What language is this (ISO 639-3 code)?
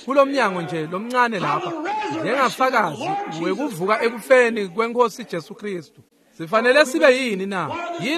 ssw